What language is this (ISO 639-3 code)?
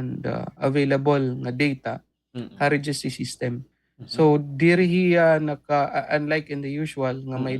war